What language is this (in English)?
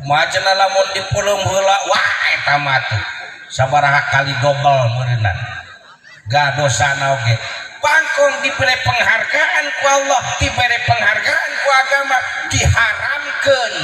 Sundanese